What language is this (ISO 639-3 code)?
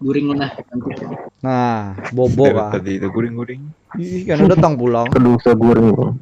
bjn